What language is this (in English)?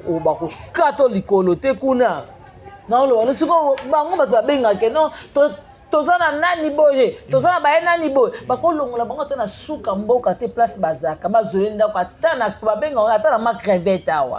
Lingala